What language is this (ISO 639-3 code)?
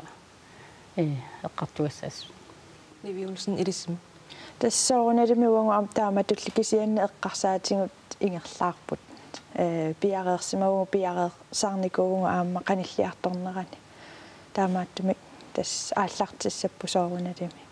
kal